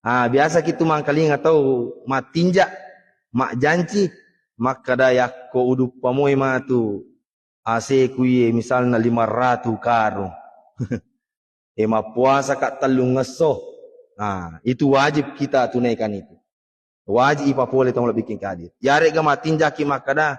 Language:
Buginese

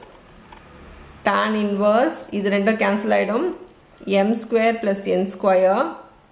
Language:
Tamil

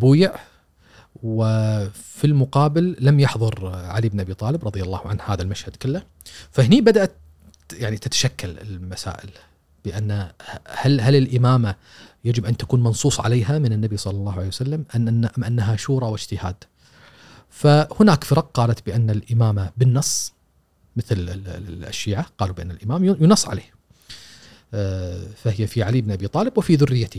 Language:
Gulf Arabic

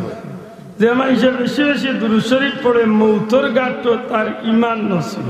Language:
Sylheti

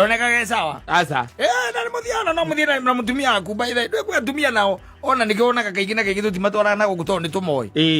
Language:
Kikuyu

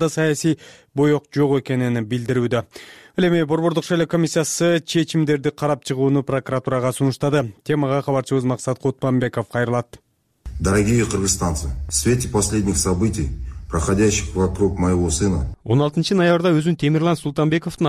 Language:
Kyrgyz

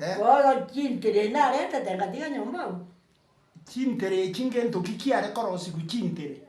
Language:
Gusii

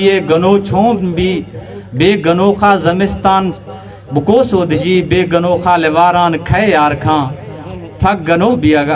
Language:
Eastern Balochi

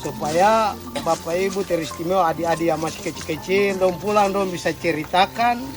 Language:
Ambonese Malay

